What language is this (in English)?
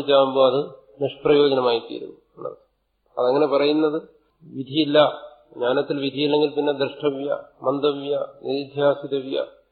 Malayalam